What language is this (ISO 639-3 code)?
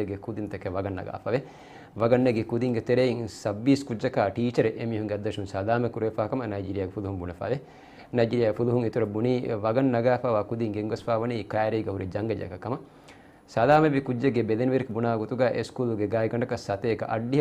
div